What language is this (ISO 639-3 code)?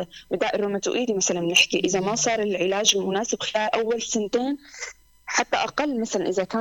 apc